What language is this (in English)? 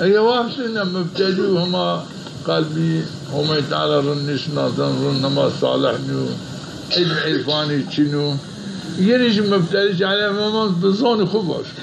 Zaza